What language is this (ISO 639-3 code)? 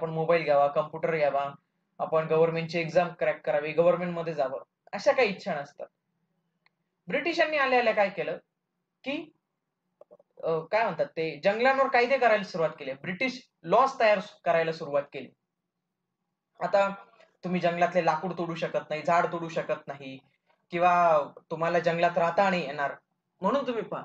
mar